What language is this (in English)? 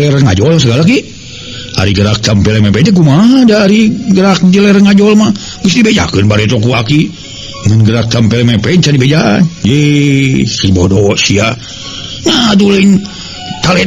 Sundanese